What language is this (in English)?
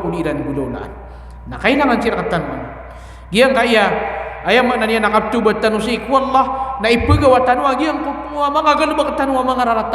Maranao